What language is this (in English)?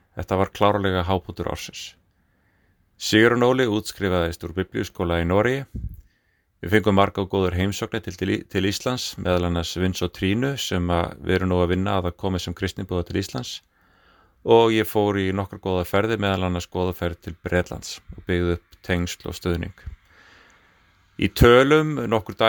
Icelandic